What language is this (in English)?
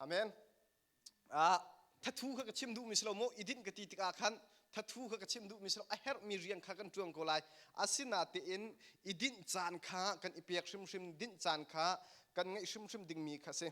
Hakha Chin